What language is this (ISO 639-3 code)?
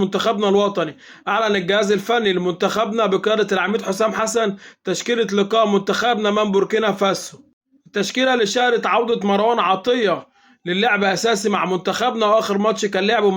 arz